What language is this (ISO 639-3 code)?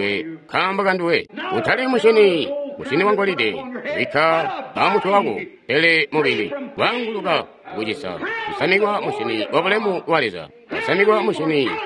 toi